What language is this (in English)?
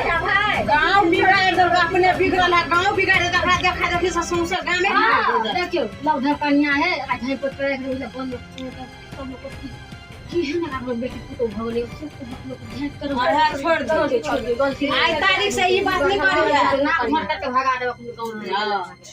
Maithili